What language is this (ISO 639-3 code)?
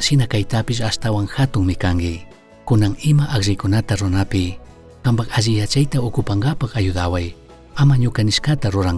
qug